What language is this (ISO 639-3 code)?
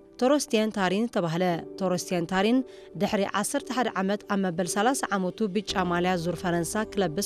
tir